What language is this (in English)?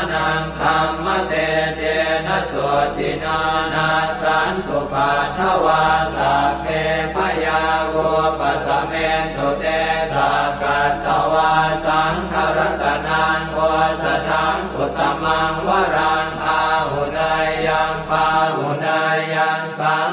Pali